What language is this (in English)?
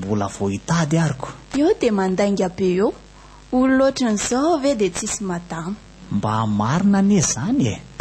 Malagasy